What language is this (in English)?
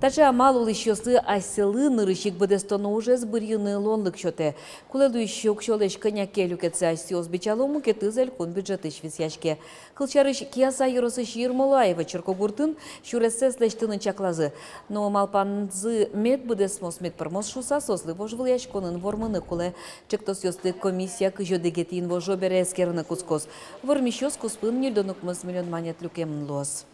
Udmurt